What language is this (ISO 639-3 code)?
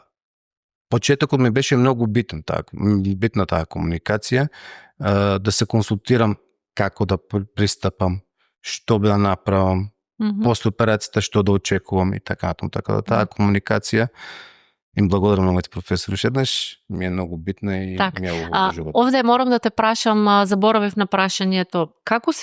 mkd